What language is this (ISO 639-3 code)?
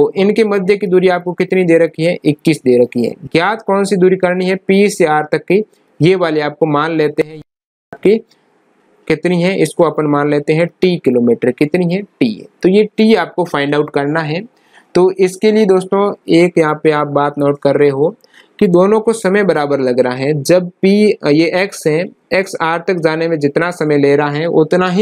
hin